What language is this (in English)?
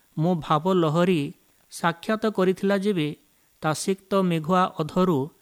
Odia